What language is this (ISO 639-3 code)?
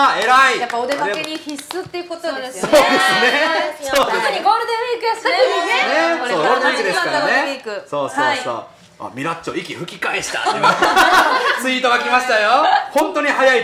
jpn